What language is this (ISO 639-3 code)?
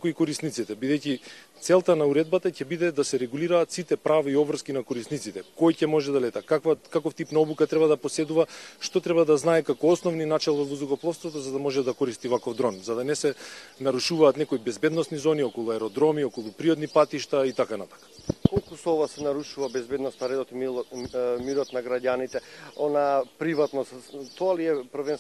mkd